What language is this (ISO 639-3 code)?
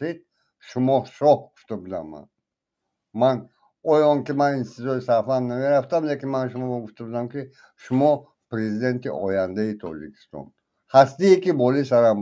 tgk